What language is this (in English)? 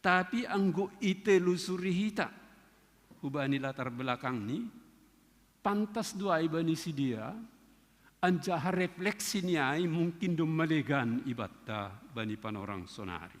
Batak Simalungun